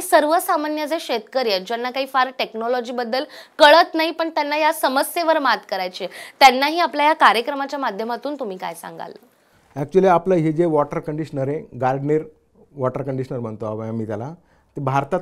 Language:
Marathi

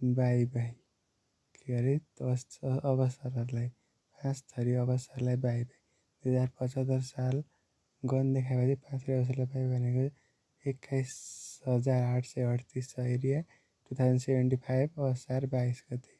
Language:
Nepali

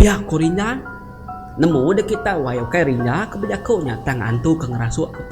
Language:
Iban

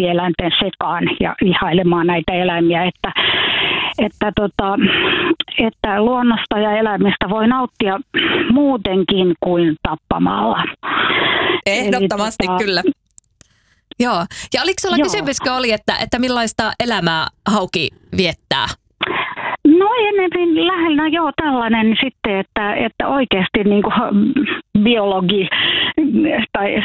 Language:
Finnish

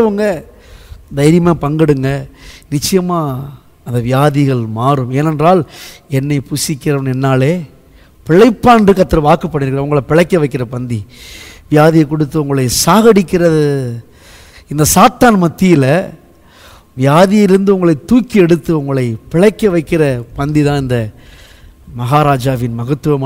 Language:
Tamil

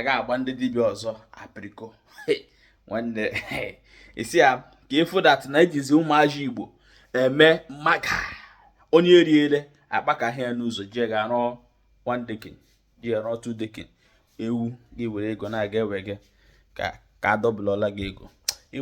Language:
Igbo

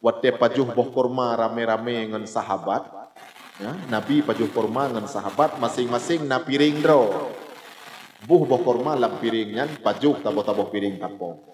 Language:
Achinese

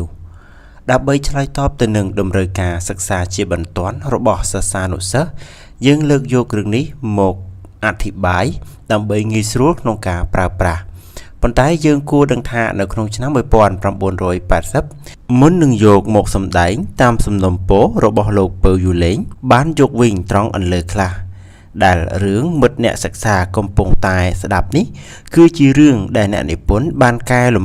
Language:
Khmer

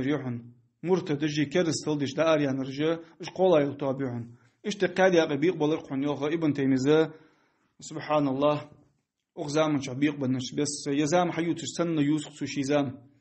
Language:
Ingush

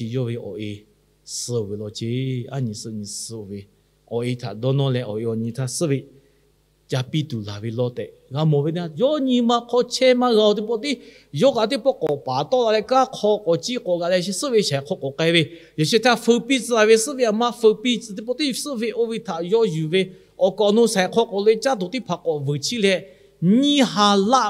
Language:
Lahu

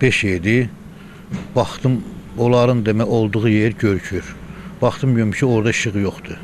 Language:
Azerbaijani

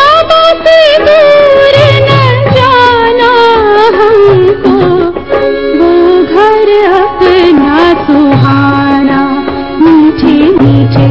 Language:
Hindi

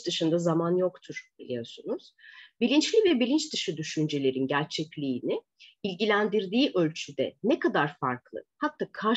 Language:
Turkish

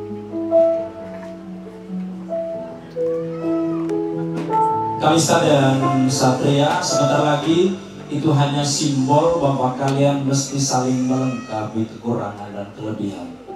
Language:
Indonesian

